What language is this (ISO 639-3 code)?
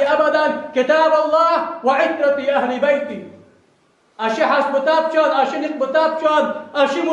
inh